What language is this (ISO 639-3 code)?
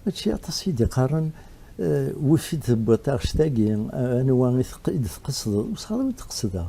kab